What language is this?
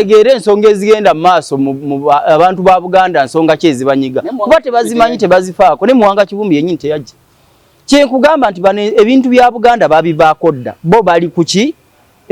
Ganda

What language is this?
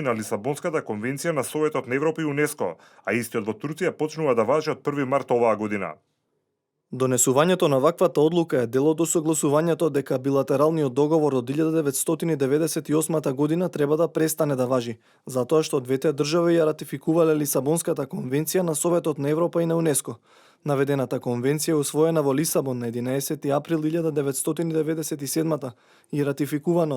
Macedonian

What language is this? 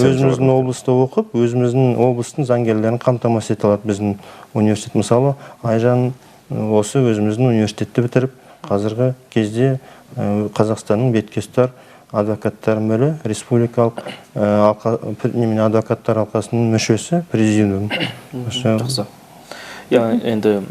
Kazakh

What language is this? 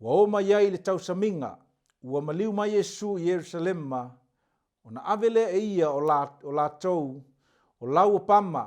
Samoan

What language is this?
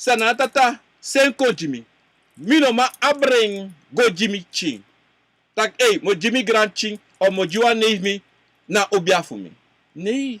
Sranan Tongo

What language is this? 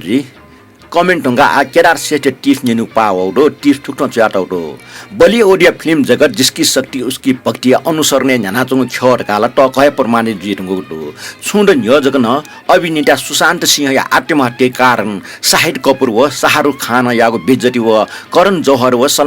Newari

